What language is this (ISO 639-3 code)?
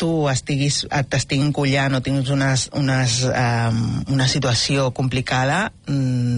cat